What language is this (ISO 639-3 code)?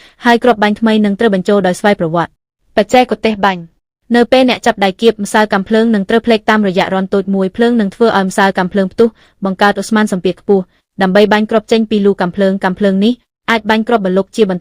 khm